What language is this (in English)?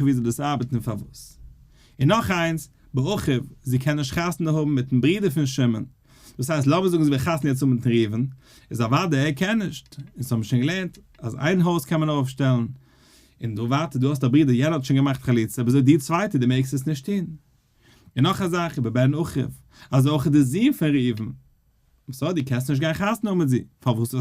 Yiddish